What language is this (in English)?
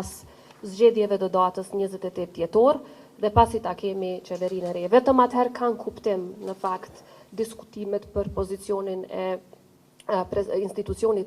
Albanian